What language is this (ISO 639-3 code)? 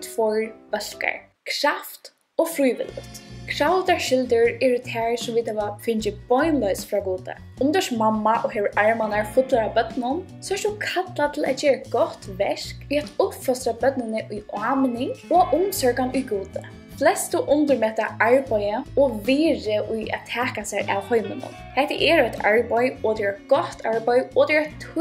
fao